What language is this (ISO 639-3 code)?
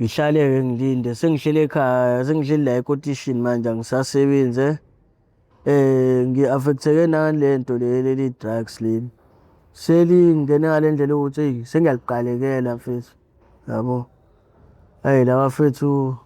zul